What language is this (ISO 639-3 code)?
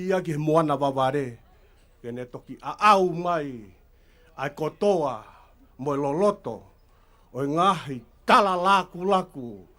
ton